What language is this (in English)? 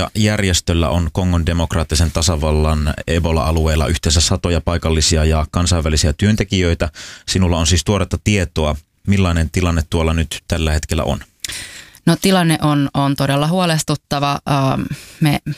Finnish